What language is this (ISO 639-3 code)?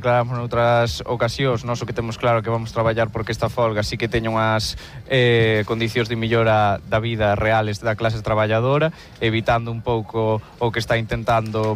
glg